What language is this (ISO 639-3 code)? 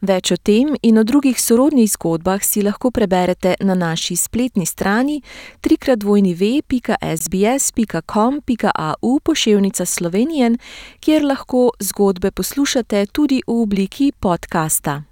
slv